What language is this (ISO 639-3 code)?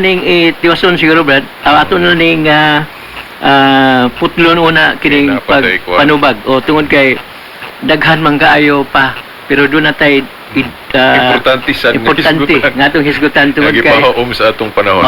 ceb